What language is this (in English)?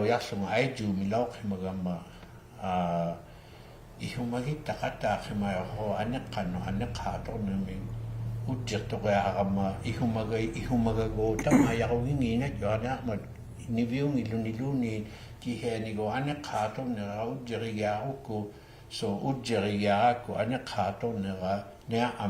Inuktitut